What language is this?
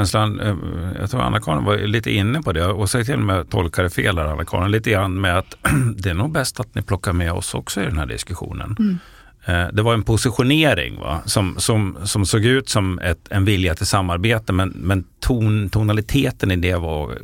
Swedish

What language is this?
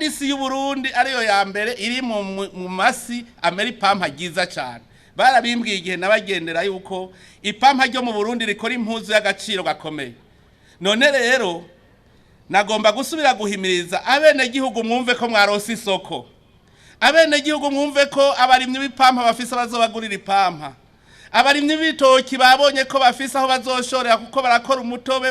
Rundi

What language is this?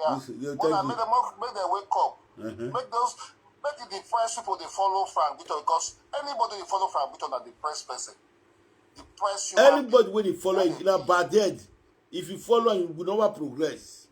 Nigerian Pidgin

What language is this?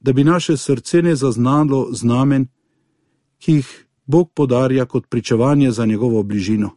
Slovenian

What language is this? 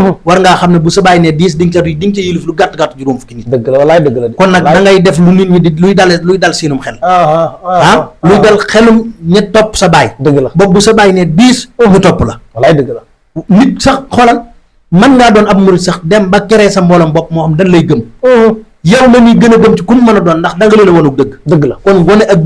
Wolof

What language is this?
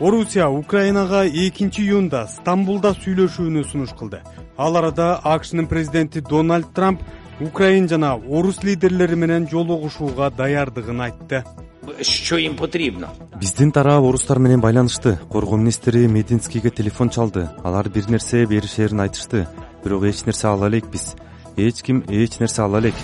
Kyrgyz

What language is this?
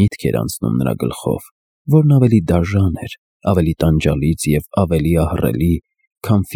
Armenian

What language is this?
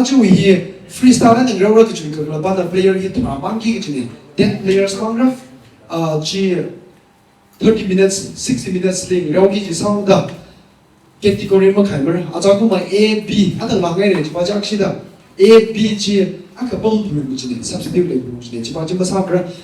Tangkhul Naga (India)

